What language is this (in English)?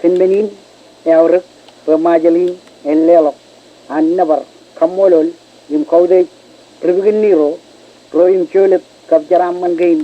Marshallese